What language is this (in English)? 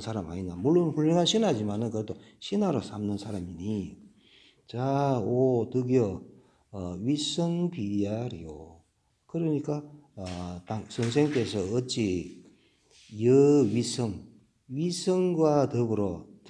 Korean